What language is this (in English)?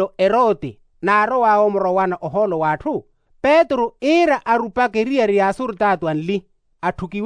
Makhuwa